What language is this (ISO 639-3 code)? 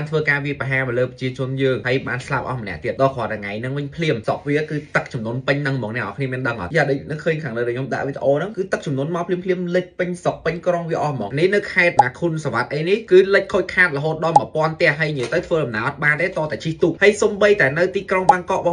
khm